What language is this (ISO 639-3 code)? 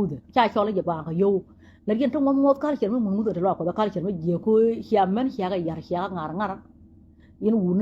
nus